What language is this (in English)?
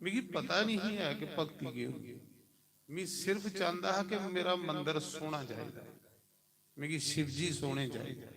Dogri